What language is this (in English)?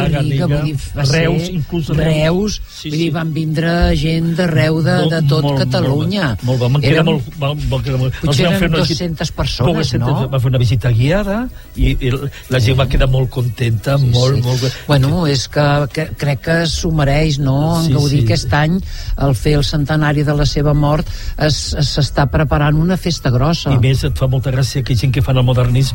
Catalan